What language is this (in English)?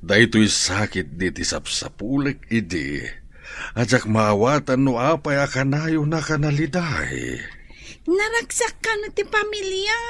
Iloko